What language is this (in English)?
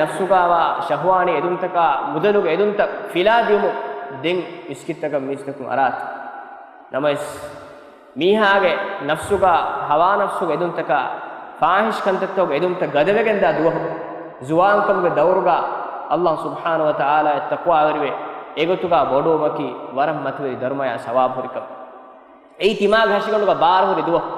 Divehi